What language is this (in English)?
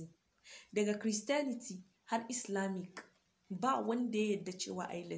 Hausa